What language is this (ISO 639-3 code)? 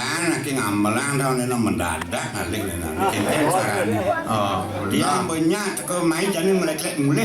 ban